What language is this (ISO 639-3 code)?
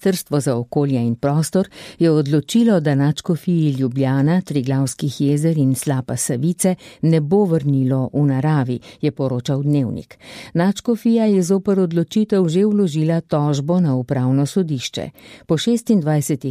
slv